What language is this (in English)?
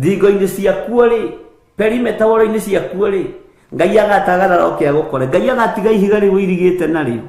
Kikuyu